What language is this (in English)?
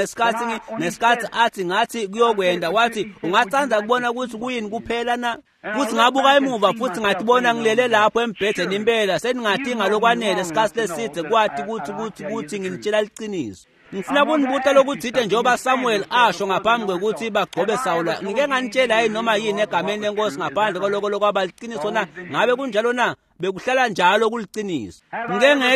Swati